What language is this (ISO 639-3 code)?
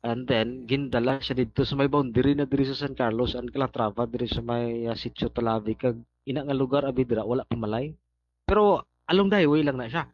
hil